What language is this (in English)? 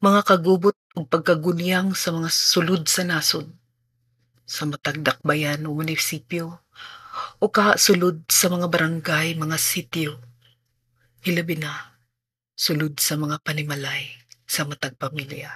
Cebuano